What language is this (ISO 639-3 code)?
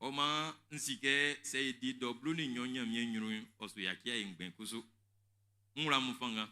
bci